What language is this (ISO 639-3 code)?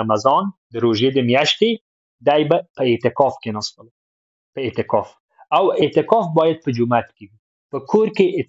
pus